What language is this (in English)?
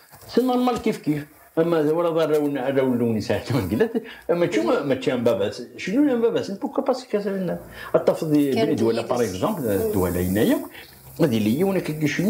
Kabyle